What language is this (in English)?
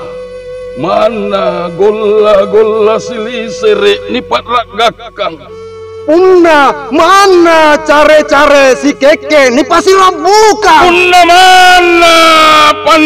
Makasar